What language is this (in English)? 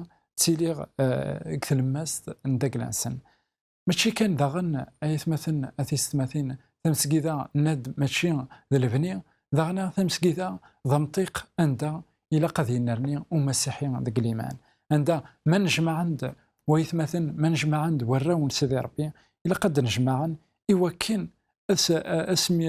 Kabyle